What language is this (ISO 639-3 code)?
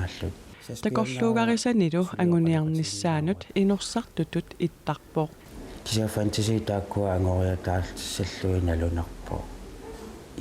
kal